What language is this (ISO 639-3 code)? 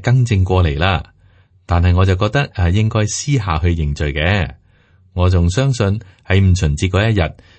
yue